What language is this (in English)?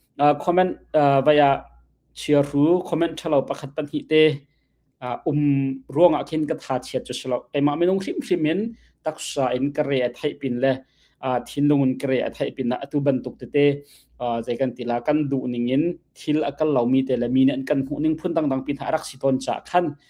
Hakha Chin